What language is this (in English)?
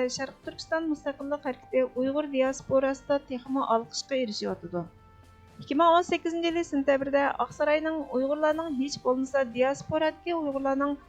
Uyghur